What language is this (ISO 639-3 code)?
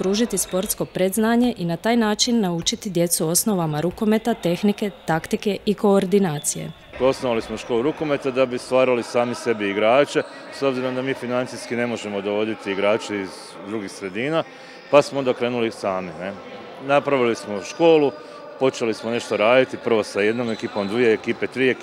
hrv